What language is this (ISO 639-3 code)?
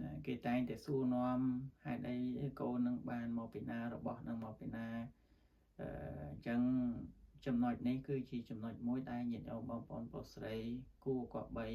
khm